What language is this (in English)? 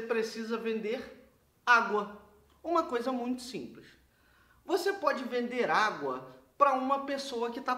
Portuguese